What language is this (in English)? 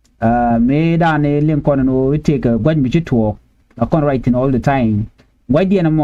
Nuer